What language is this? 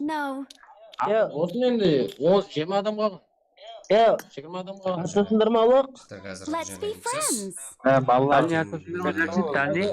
Kara-Kalpak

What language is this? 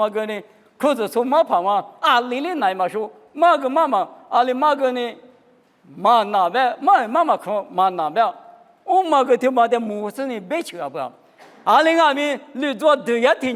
Lisu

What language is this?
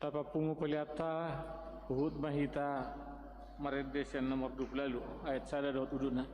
Batak Toba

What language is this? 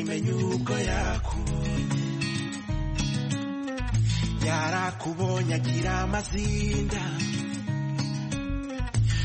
Kinyarwanda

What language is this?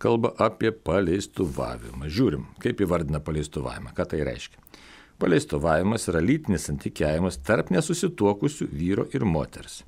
Lithuanian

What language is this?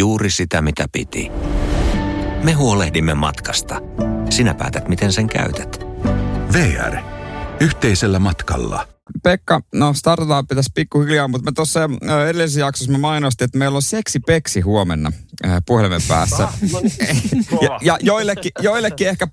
Finnish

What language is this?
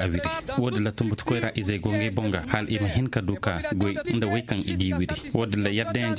Koyraboro Senni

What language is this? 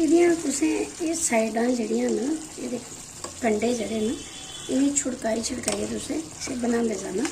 Dogri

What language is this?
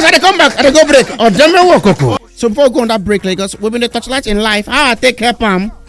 Nigerian Pidgin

